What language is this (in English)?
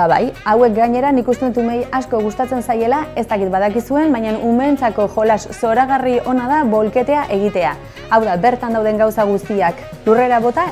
Basque